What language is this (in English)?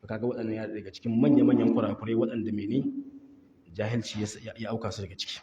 Hausa